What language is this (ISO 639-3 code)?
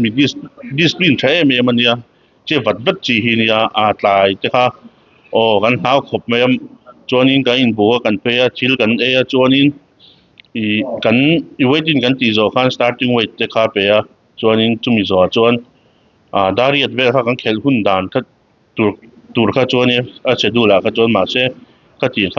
lus